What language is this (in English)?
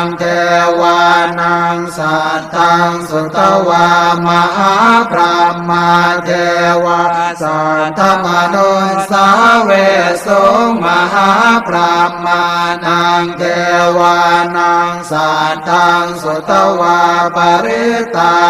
Pali